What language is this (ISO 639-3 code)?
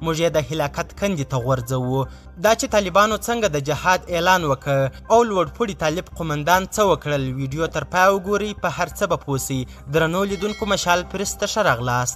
pus